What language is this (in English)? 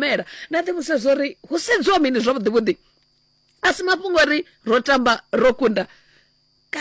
Venda